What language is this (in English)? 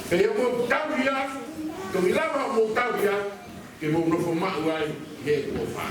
Tongan